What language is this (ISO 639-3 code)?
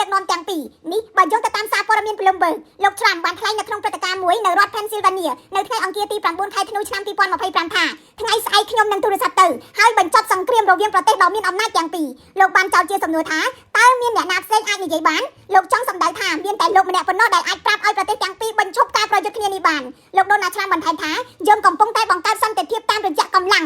khm